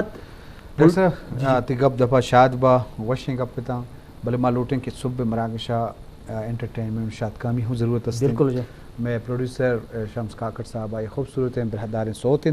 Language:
Eastern Balochi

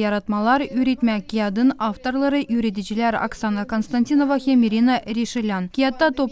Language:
Gagauz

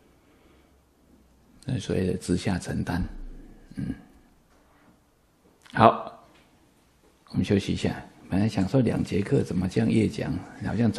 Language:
Chinese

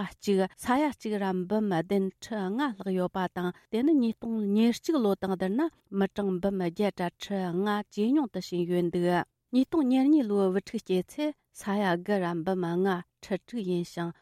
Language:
Tibetan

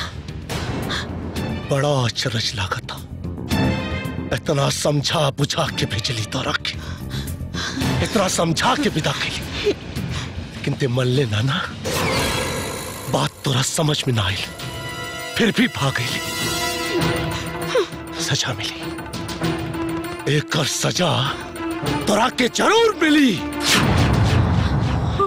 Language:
Bhojpuri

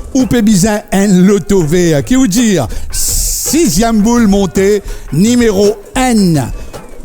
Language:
Morisyen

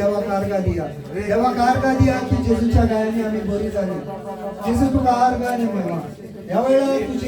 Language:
Konkani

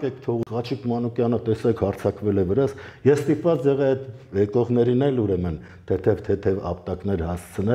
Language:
Armenian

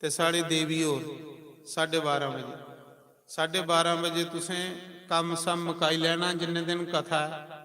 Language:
Dogri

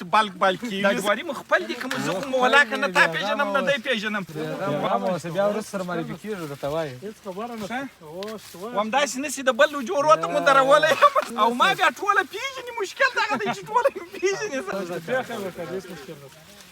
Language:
Pashto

